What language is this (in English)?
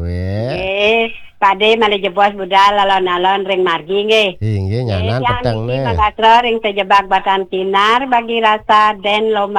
Balinese